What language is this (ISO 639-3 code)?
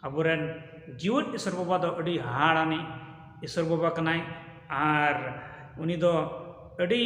sat